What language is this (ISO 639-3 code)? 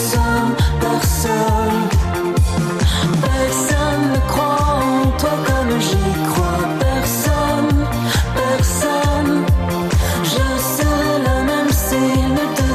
fra